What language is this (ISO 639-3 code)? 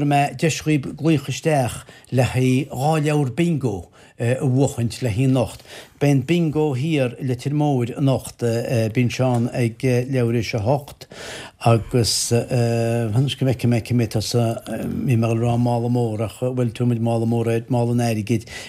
gle